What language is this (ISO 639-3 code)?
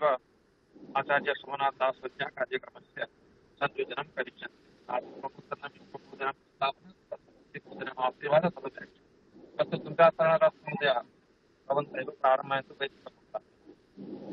san